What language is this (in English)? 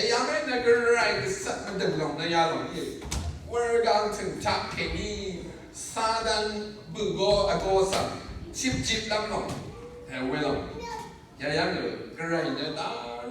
Rawang